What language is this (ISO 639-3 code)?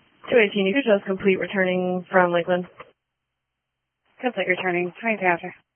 eng